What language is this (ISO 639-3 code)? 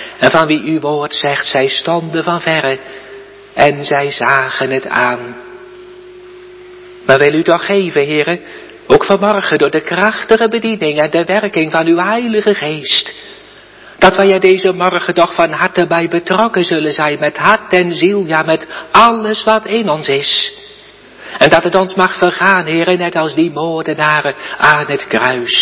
nld